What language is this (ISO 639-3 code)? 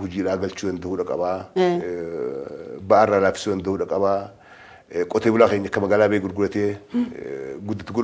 orm